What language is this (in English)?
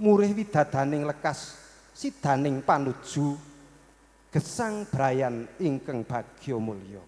Javanese